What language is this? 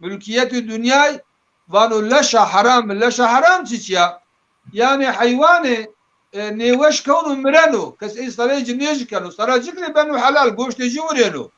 Zaza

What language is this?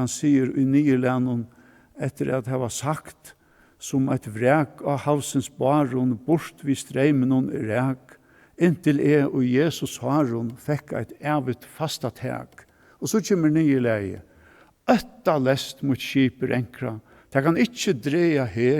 Faroese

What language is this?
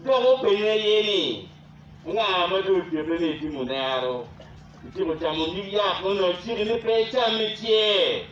Acoli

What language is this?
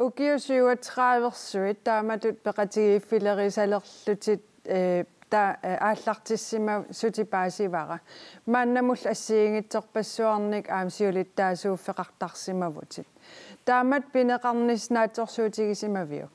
Kalaallisut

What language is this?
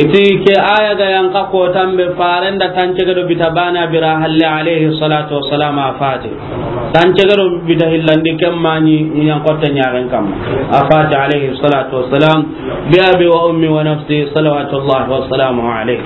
Soninke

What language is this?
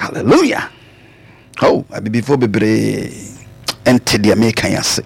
Akan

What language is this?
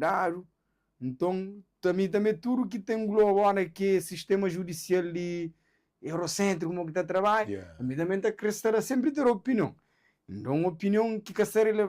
Kabuverdianu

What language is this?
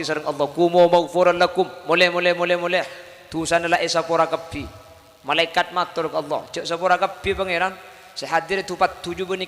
Madurese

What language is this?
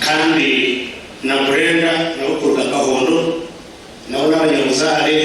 Nyankole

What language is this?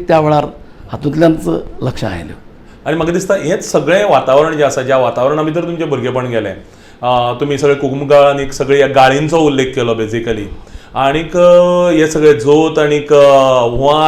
Konkani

